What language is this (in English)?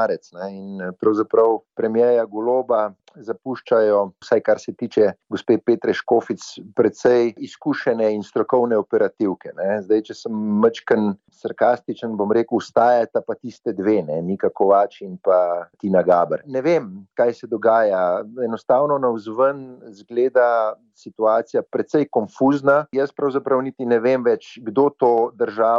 Slovenian